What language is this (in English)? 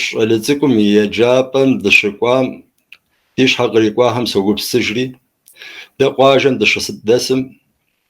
Kabardian